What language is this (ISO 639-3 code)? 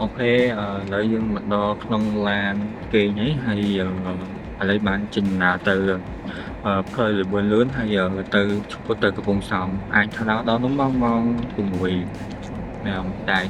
khm